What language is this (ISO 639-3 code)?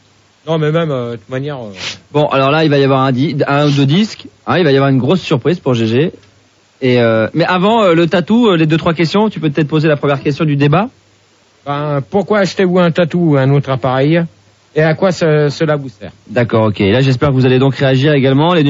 fra